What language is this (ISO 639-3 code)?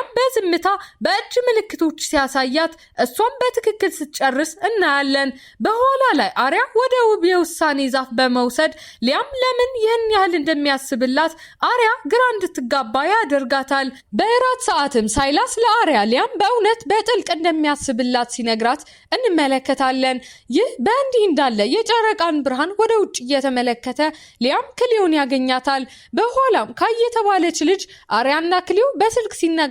amh